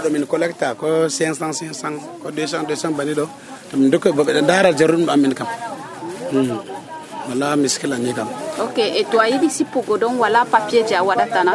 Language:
Nigerian Fulfulde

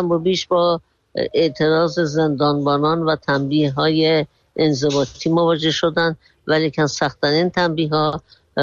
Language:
Persian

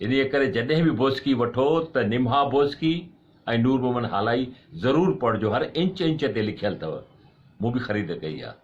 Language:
Sindhi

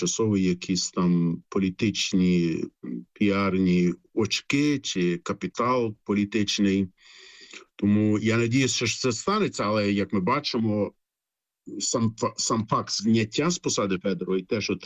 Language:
Ukrainian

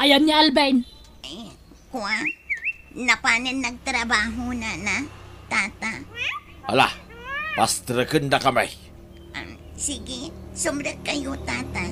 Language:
Iloko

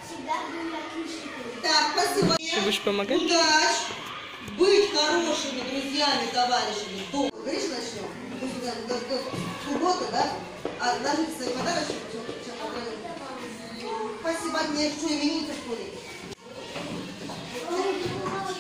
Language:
Russian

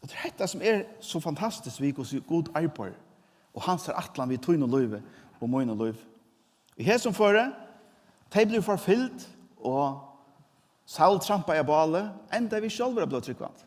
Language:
Faroese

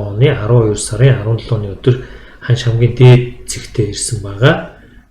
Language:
Mongolian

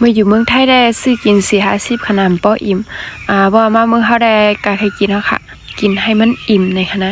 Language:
Shan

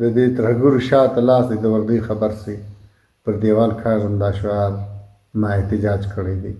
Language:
Pashto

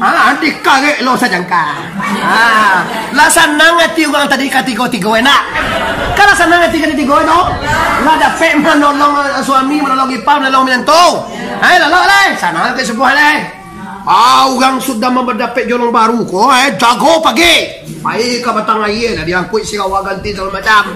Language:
Minangkabau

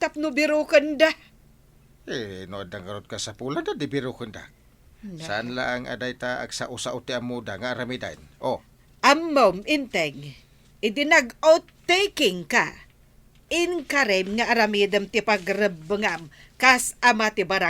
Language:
Iloko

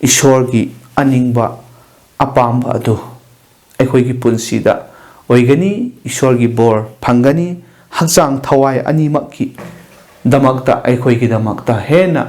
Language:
Manipuri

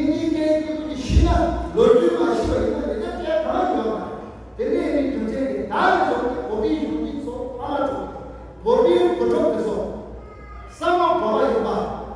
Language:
Tibetan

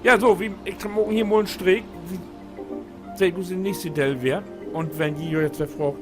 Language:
Low German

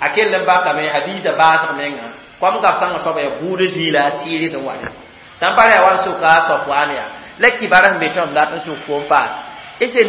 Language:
Mossi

